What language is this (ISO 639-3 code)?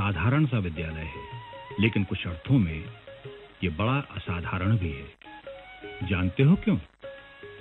hin